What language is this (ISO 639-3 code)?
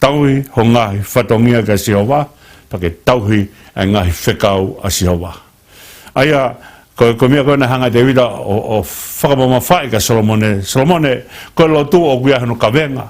ton